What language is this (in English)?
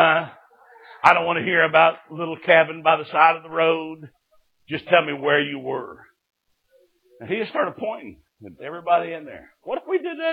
English